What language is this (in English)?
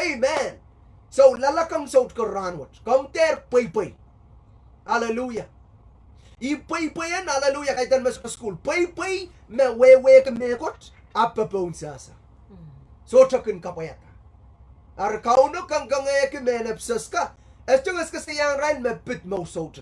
Pohnpeian